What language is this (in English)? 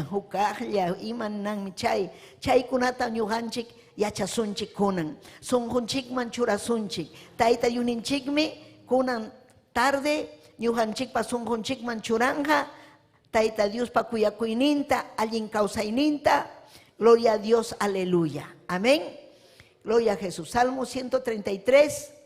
Ayacucho Quechua